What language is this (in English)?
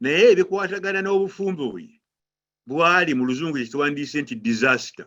Ganda